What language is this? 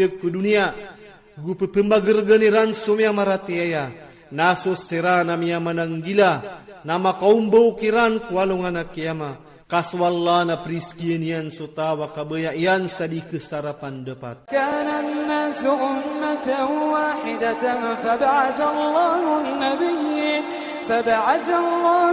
Iranun (Philippines)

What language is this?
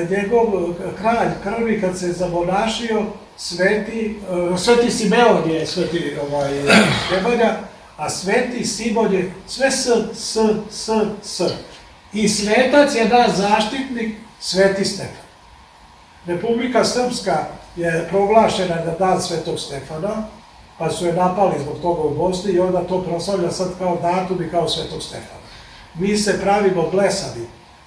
Serbian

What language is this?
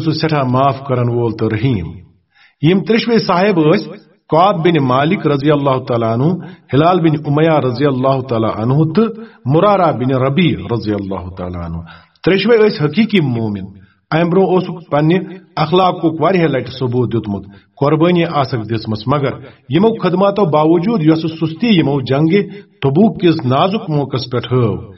Kashmiri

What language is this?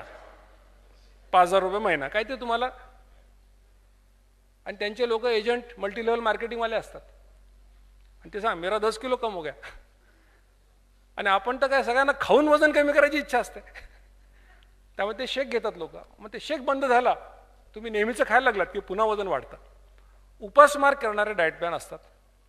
Marathi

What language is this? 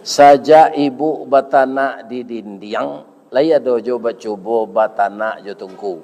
Minangkabau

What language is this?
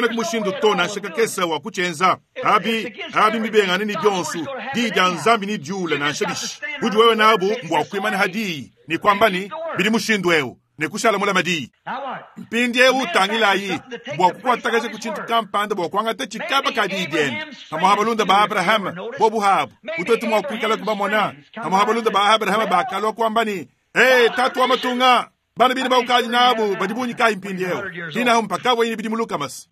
Luba-Lulua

